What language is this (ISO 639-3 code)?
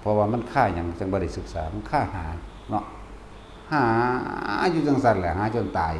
lao